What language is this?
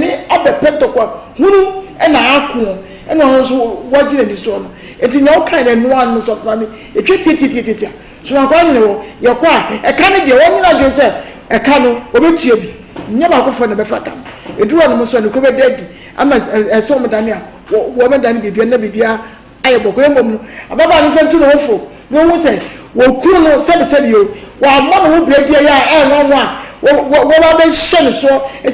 Akan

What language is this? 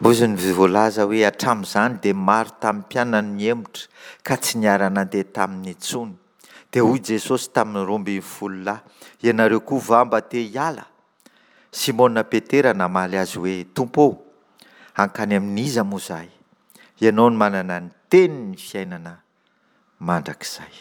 Malagasy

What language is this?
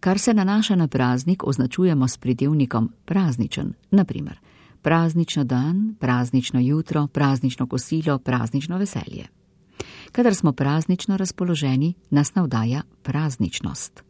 Slovenian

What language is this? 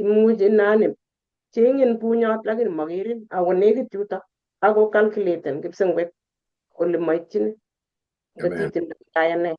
Kalenjin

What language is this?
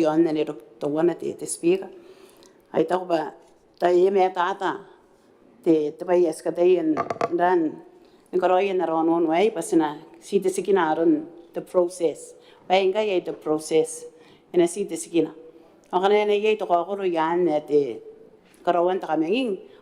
Gilbertese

